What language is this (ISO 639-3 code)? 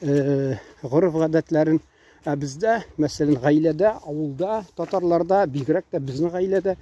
tat